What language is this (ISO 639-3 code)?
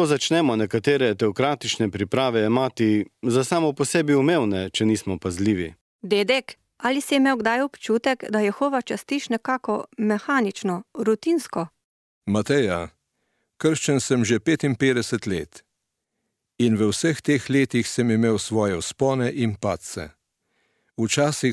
slv